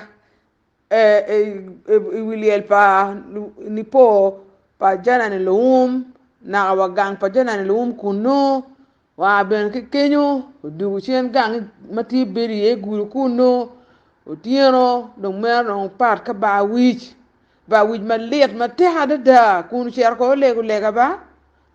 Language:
Acoli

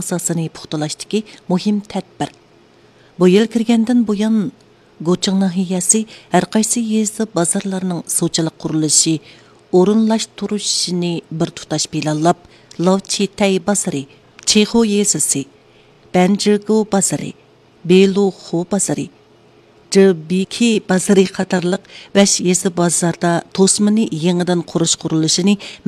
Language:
Uyghur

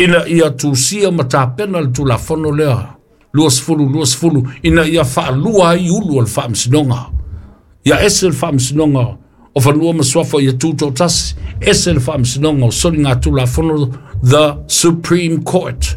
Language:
Samoan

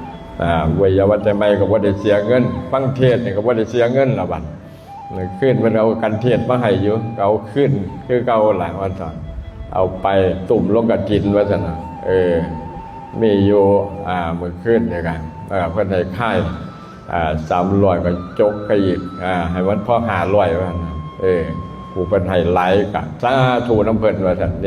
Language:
Lao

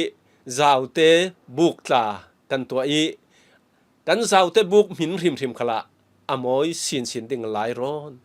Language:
Falam Chin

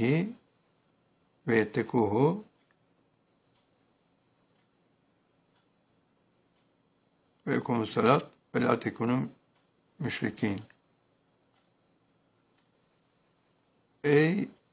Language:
Turkish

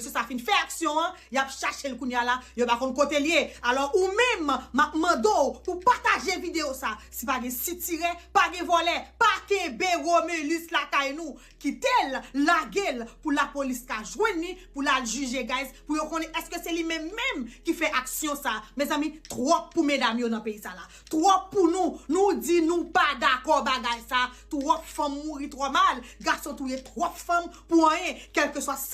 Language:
Haitian Creole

